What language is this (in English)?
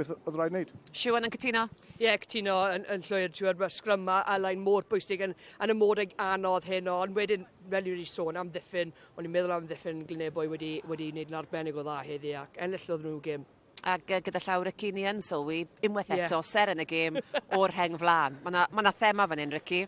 Welsh